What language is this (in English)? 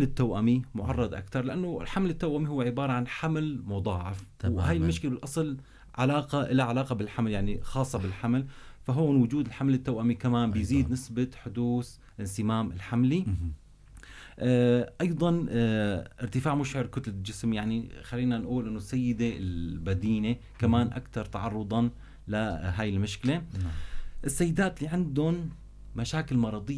North Levantine Arabic